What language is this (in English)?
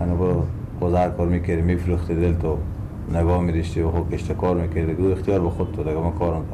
Persian